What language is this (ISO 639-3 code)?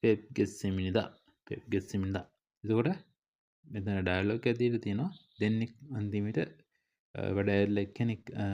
sin